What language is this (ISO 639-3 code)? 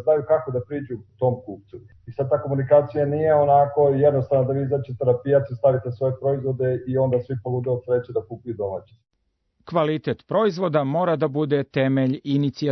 srp